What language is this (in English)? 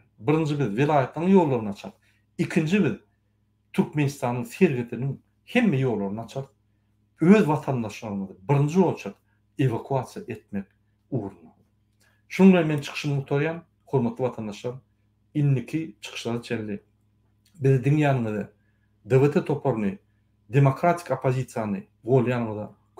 Turkmen